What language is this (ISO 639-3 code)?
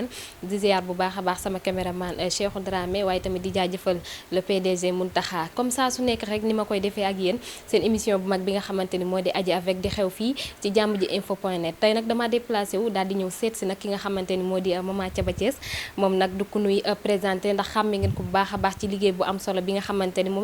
wol